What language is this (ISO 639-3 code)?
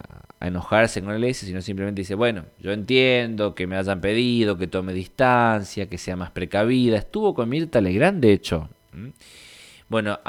spa